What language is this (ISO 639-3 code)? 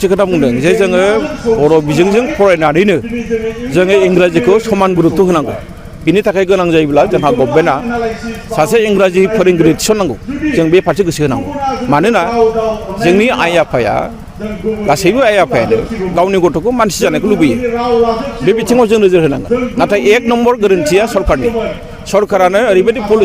brx